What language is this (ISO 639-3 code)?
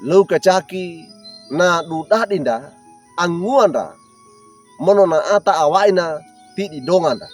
wew